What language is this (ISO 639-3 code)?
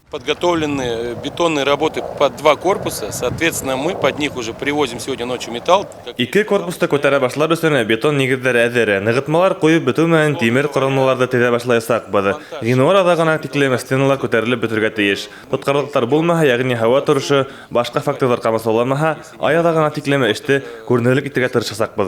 bak